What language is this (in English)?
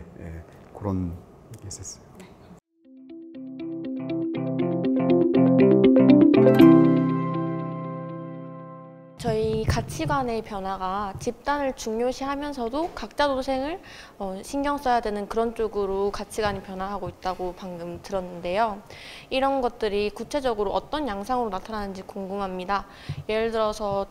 Korean